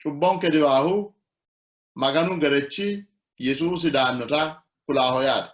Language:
Sidamo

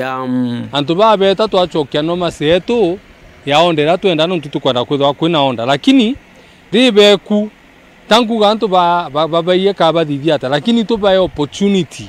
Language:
Meru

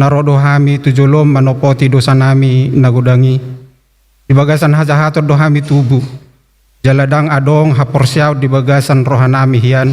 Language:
Batak Toba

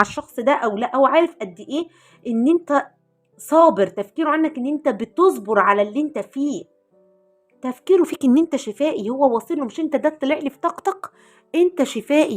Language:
Egyptian Arabic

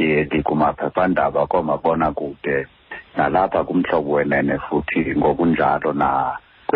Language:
Xhosa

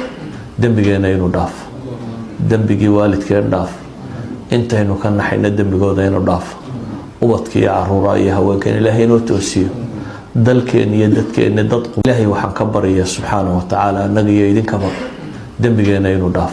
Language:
Somali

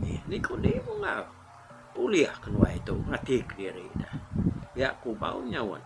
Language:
Iban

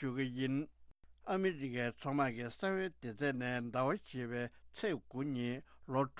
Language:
Tibetan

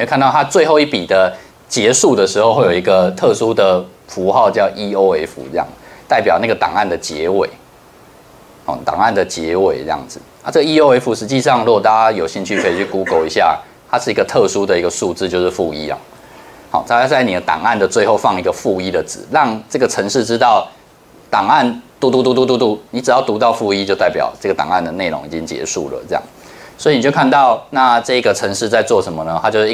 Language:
Chinese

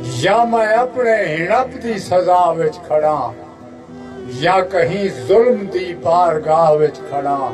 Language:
Saraiki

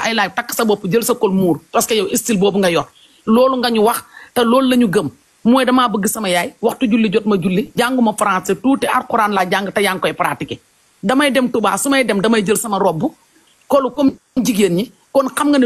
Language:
Wolof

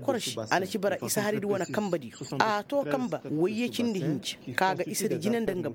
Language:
Koyraboro Senni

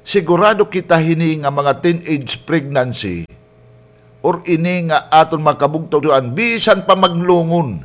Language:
Waray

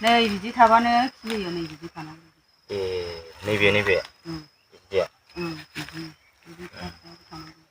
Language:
Bodo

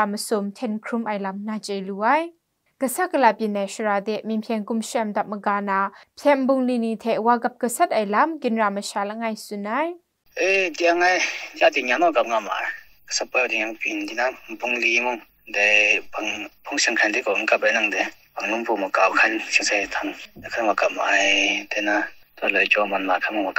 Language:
Kachin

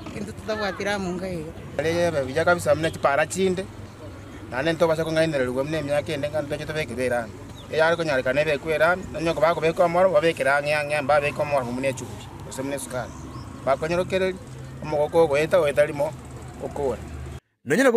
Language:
Gusii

